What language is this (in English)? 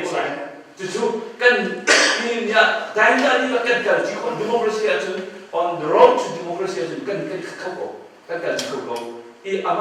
Hakha Chin